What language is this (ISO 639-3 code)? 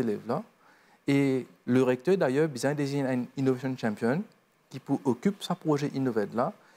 mfe